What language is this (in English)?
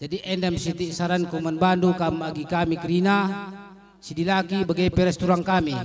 Batak Karo